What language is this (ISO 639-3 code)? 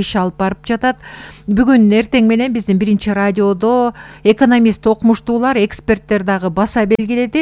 kir